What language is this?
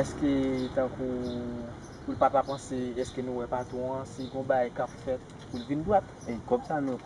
Haitian Creole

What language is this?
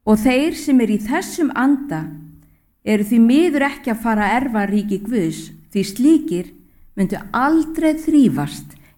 Icelandic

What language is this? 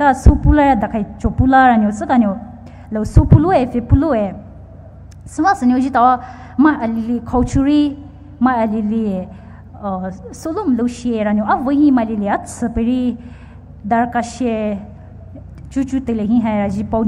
Poumei Naga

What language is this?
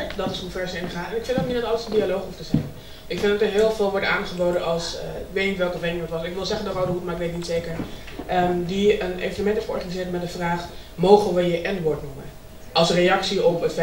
Dutch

